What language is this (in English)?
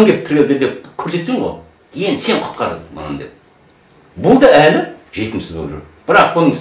Kazakh